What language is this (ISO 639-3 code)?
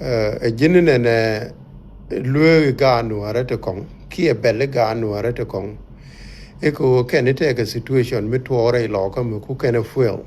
nus